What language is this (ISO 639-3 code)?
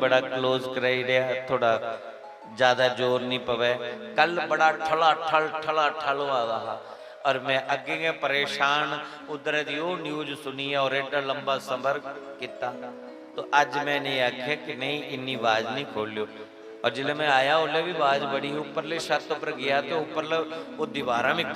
doi